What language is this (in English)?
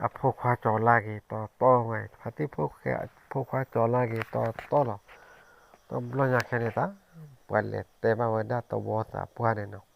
S'gaw Karen